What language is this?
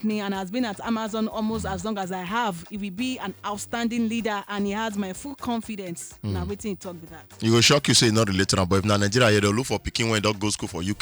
Nigerian Pidgin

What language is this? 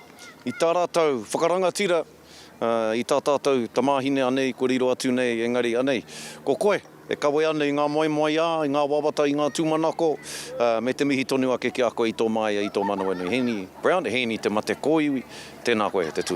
Māori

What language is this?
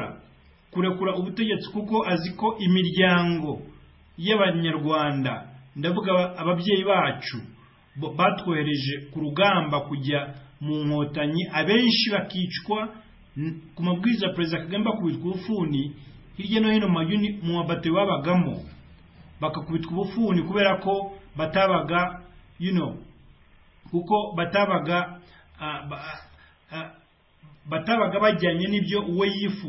Kinyarwanda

